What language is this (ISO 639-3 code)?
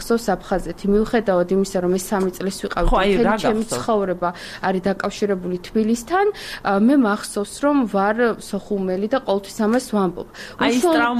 kat